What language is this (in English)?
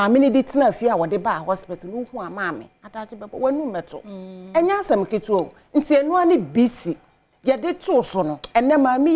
Akan